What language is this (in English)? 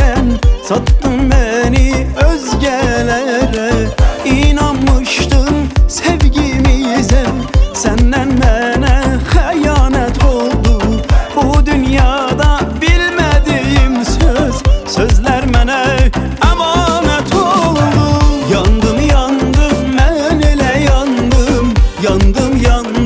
Turkish